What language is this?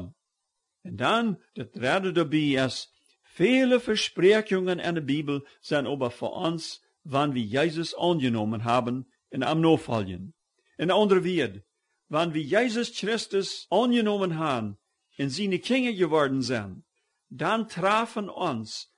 Plautdietsch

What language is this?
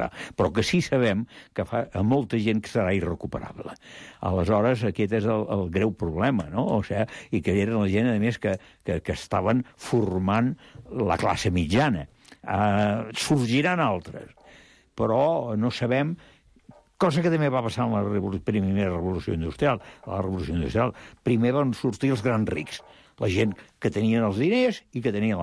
Catalan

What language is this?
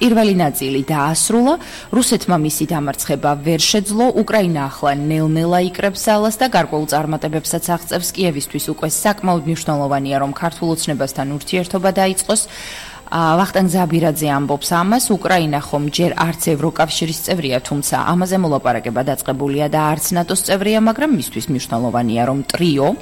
Georgian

